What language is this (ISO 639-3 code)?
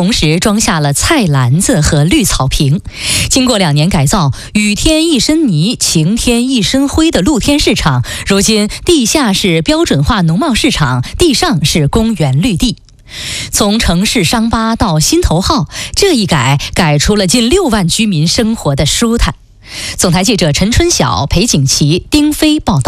zho